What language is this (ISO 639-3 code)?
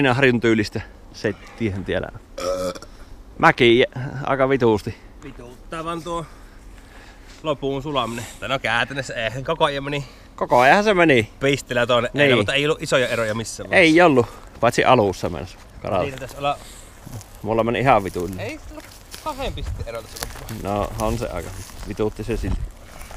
fin